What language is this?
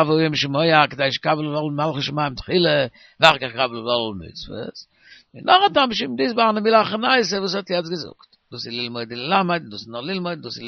Yiddish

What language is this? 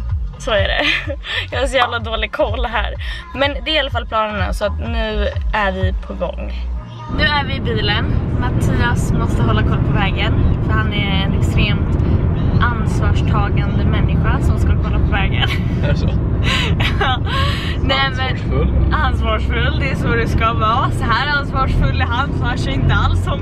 Swedish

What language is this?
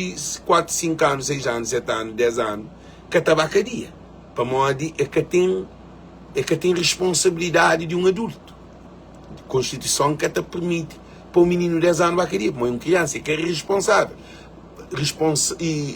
Kabuverdianu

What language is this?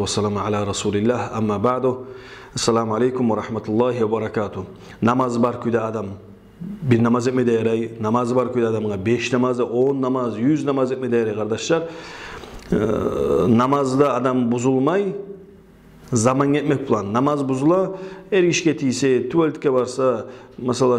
Kumyk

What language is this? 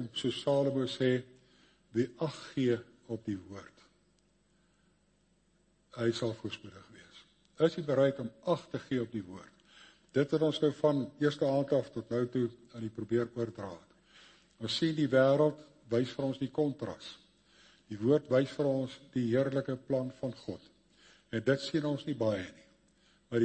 Afrikaans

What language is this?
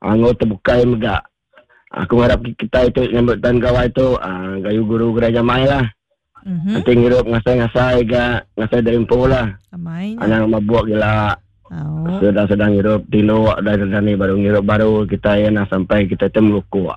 Iban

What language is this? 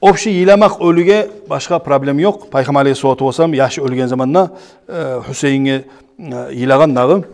Kumyk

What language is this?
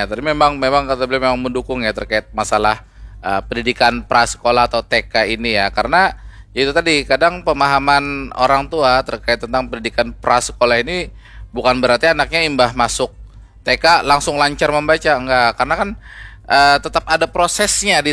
Banjar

